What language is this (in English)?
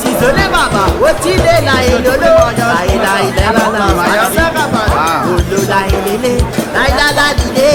Réunion Creole French